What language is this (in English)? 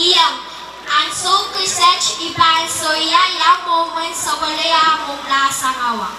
Pohnpeian